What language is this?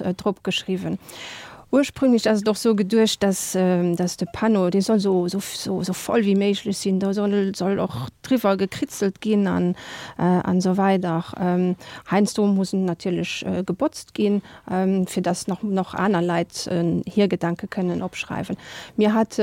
Luxembourgish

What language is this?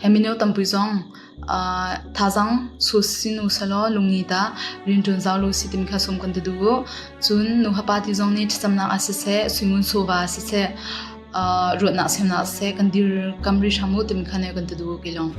Hakha Chin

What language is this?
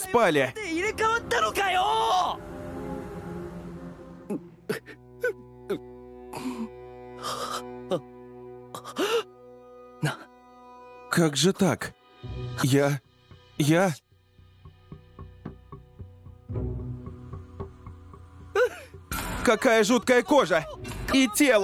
Russian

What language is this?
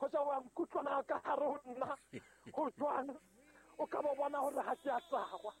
Southern Sotho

